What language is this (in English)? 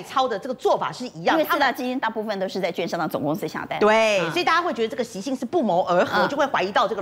Chinese